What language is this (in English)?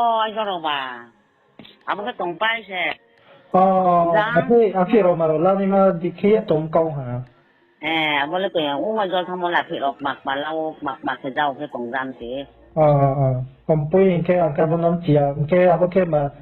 Riang (India)